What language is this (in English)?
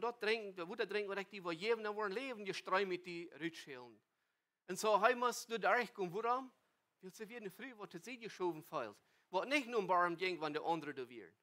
Plautdietsch